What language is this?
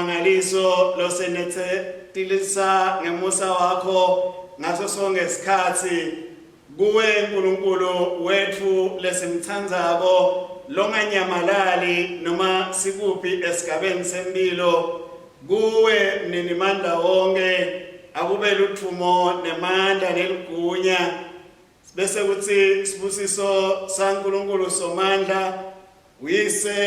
Swati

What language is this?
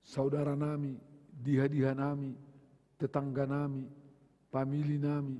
Batak Simalungun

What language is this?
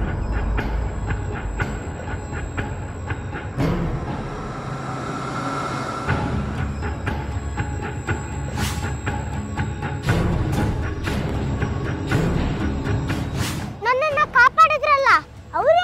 Kannada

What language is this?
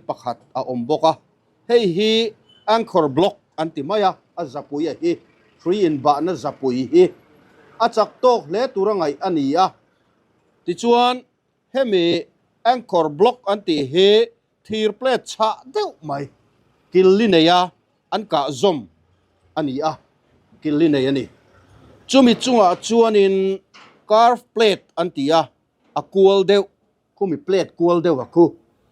Mizo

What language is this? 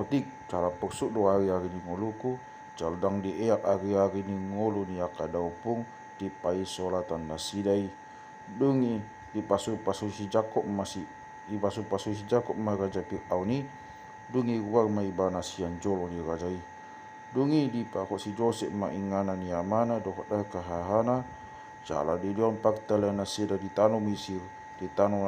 Batak Toba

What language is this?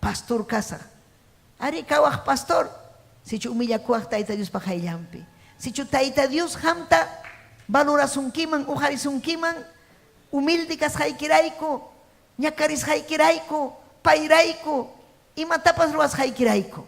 Ayacucho Quechua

